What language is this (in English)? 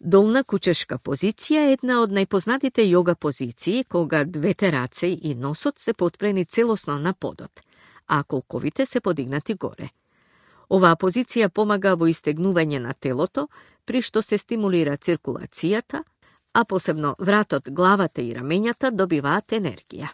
Macedonian